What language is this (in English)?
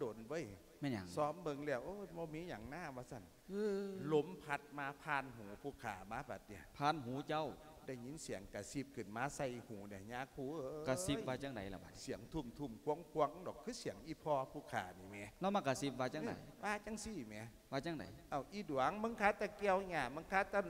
Lao